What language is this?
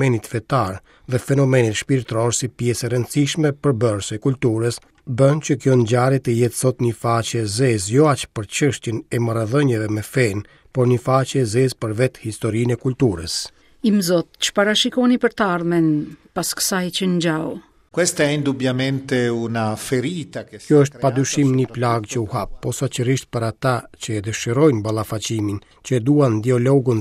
Albanian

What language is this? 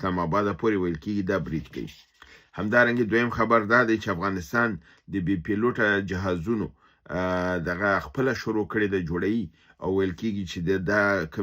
Pashto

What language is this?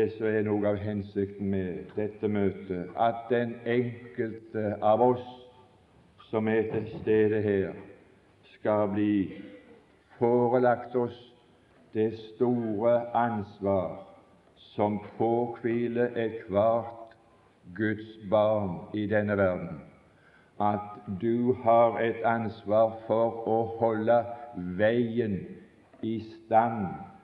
Norwegian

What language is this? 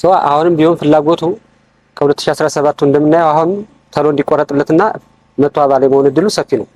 Amharic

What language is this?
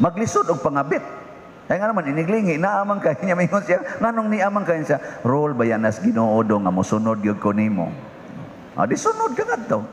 Cebuano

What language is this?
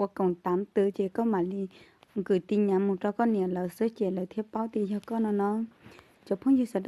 Hmong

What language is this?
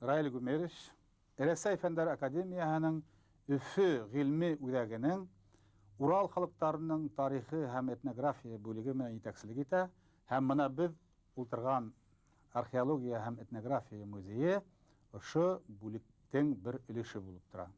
Bashkir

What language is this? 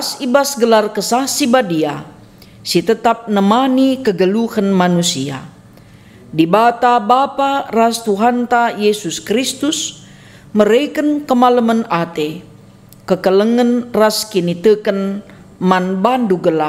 Batak Karo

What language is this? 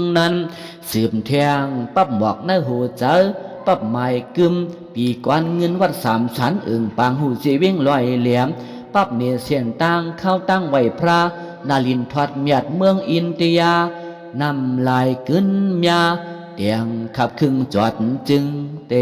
Shan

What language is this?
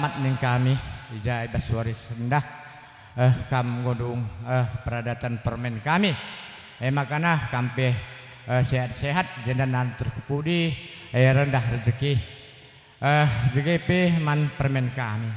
Batak Karo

